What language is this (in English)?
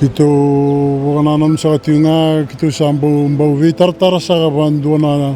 Fijian